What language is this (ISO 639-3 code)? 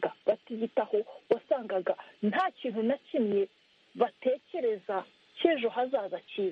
kin